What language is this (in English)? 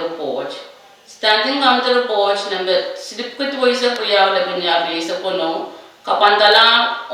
Pohnpeian